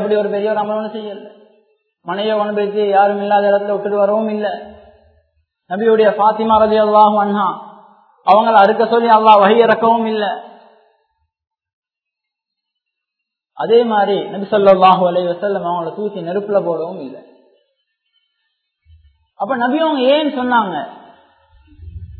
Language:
Tamil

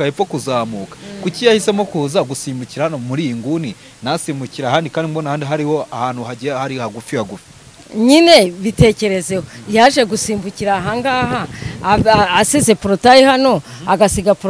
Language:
Kinyarwanda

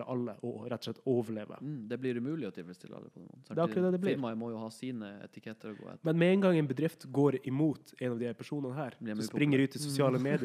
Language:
Norwegian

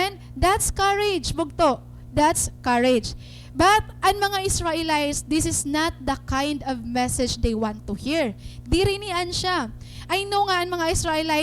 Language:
Waray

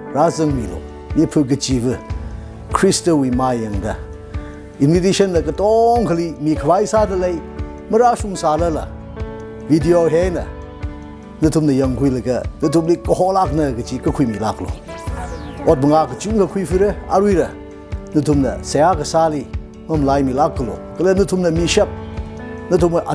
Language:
Tangkhul Naga (India)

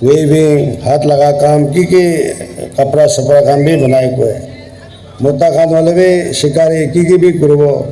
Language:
Naga Pidgin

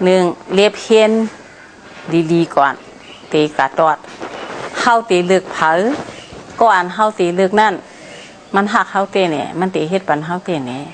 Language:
Shan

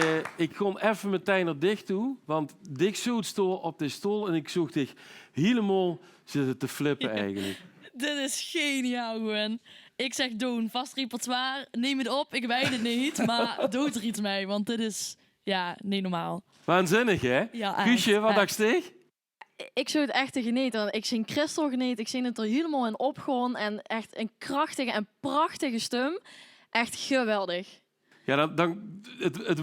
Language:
Limburgish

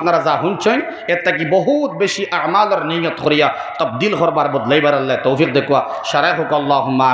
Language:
Sylheti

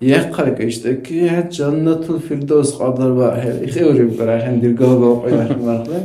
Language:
Dargwa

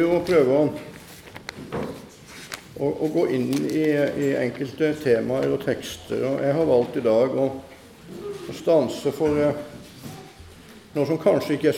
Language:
Norwegian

